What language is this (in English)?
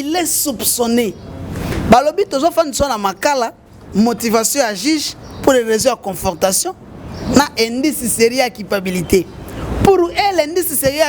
Lingala